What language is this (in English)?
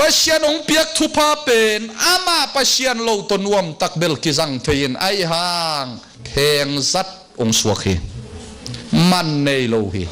Tedim Chin